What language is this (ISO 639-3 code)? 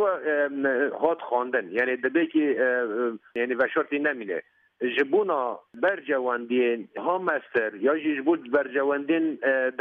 kur